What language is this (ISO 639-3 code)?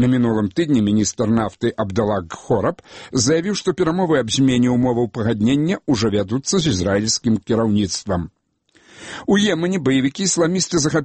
bel